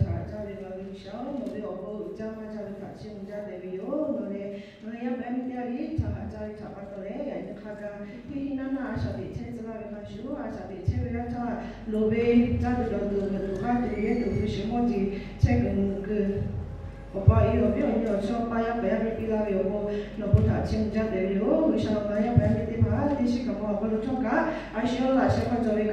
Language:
Lahu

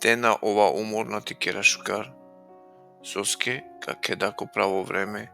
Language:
Balkan Romani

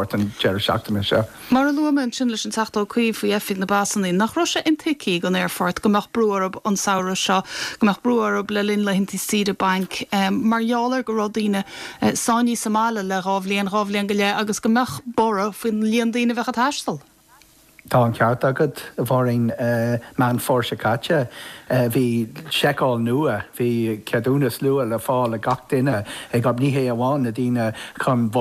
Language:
Irish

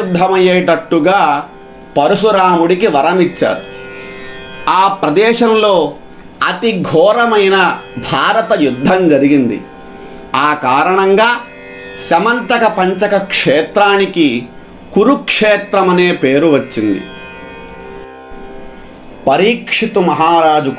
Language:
Telugu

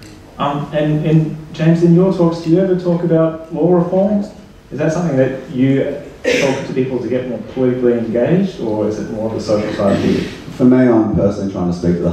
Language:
English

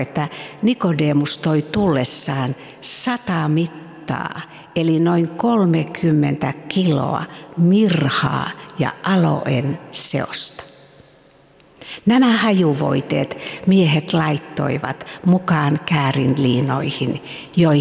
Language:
Finnish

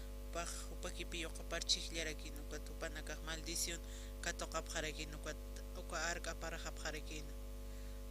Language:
Aymara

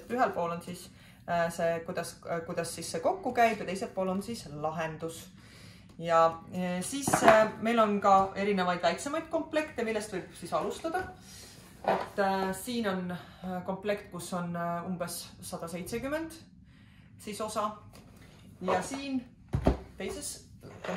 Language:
Estonian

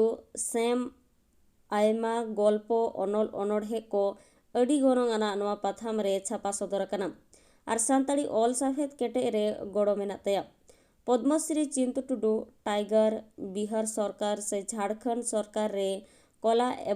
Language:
Santali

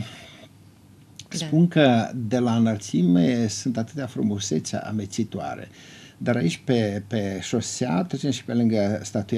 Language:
Romanian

